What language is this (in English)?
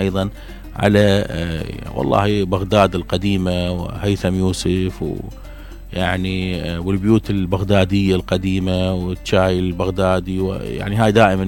Mesopotamian Arabic